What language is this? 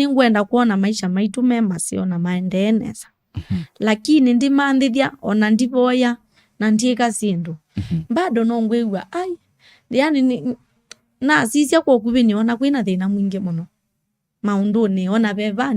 Kamba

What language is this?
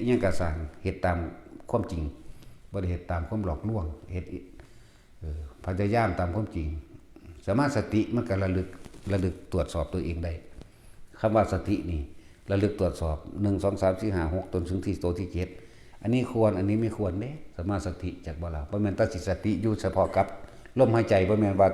Northeastern Thai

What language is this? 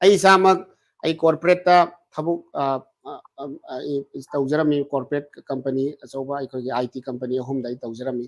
Manipuri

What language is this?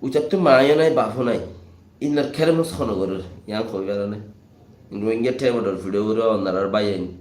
Rohingya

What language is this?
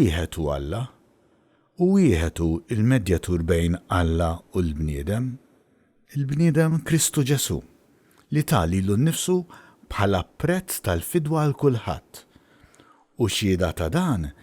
Maltese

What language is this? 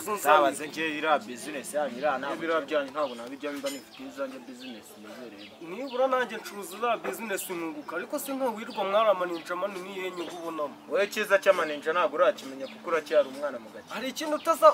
Kinyarwanda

